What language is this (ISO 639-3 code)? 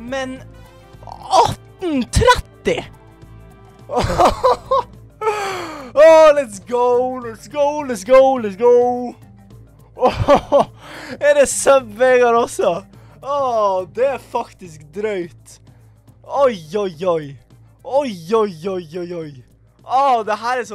nor